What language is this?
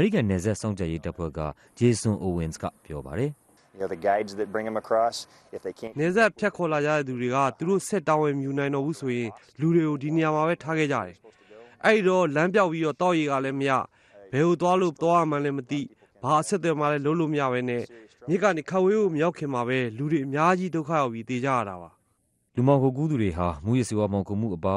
Burmese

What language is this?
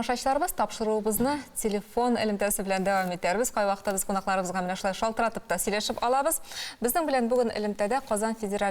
Tatar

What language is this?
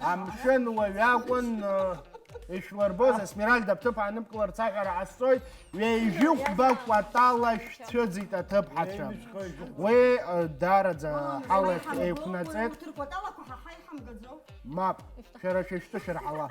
Abkhazian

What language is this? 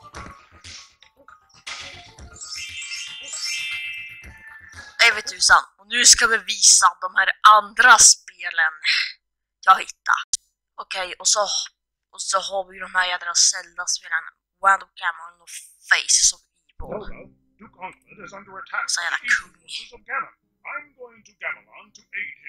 Swedish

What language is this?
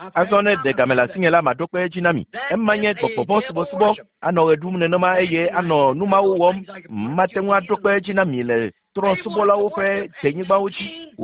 Ewe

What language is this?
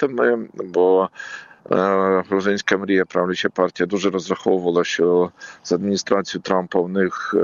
Ukrainian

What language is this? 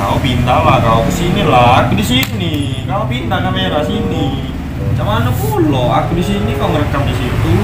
Musi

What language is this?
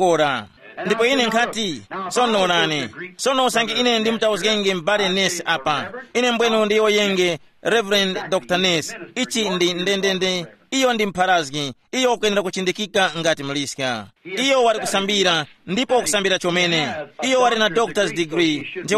Tumbuka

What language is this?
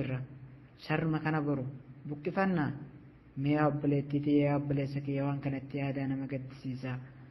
Oromo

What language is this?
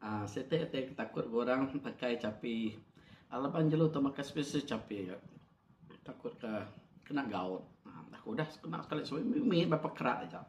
Iban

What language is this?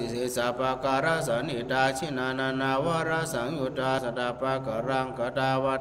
Pali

